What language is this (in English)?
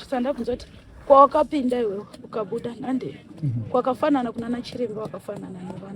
Shona